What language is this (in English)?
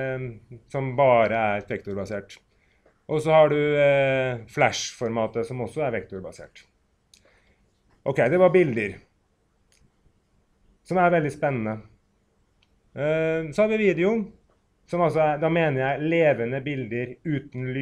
Norwegian